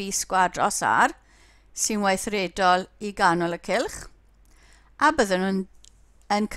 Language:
Welsh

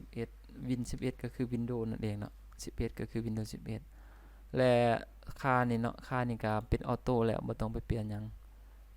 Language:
Lao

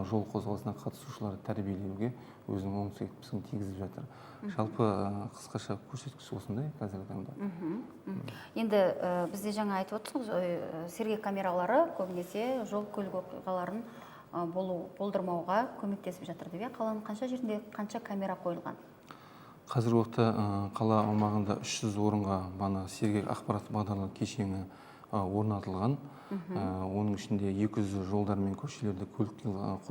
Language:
Kazakh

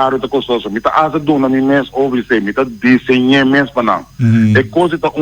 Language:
Papiamento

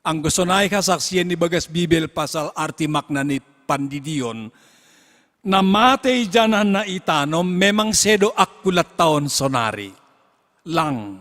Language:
Batak Simalungun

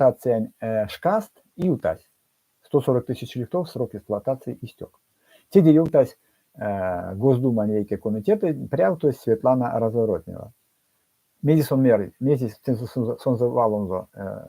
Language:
Erzya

